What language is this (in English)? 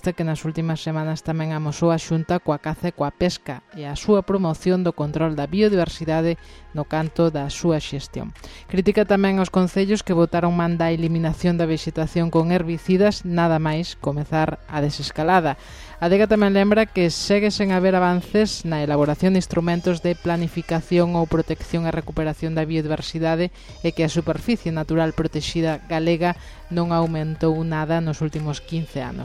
Galician